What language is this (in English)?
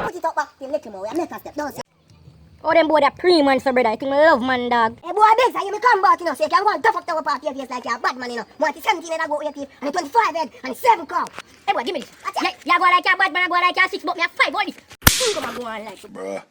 Jamaican Creole English